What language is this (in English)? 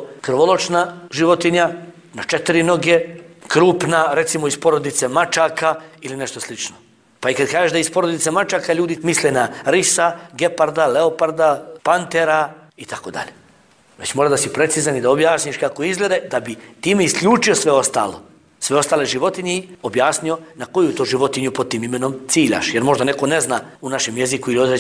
Bosnian